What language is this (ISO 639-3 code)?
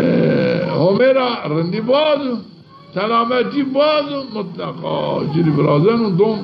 zza